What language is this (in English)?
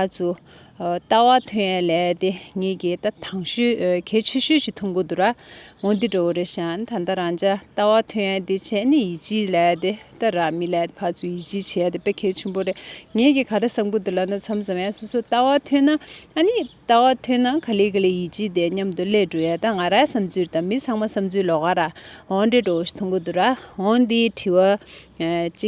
Tibetan